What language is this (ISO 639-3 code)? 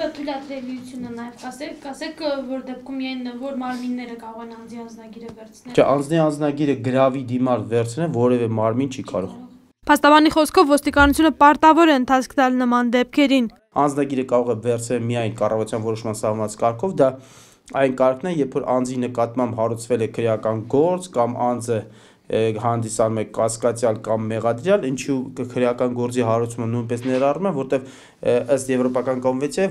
hye